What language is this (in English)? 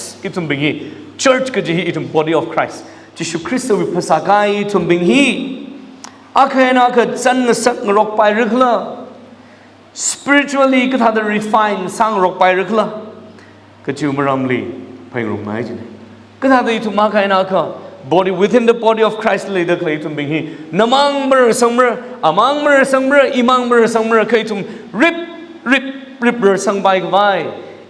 Tangkhul Naga (India)